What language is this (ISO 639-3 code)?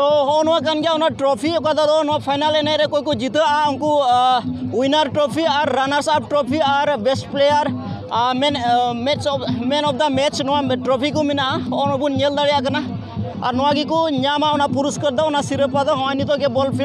sat